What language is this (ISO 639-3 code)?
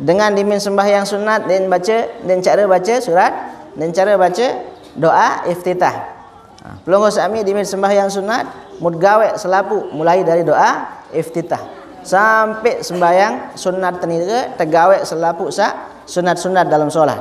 sas